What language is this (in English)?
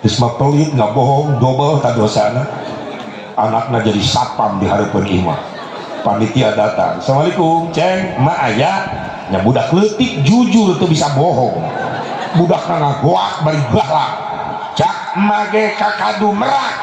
Sundanese